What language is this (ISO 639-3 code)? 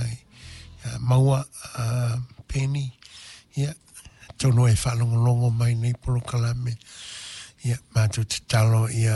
smo